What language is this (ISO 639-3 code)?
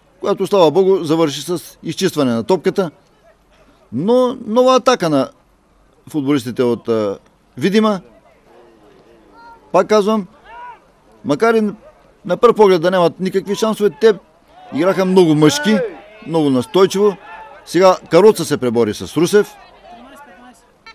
bul